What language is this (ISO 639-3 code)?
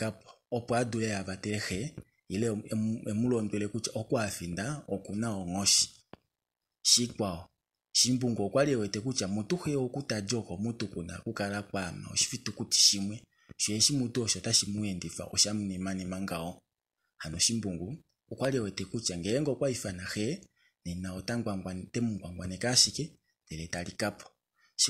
kua